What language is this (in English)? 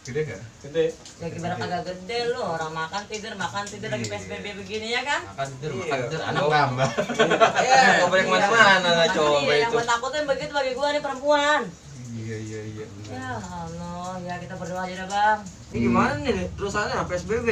Betawi